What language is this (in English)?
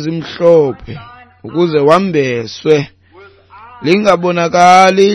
Xhosa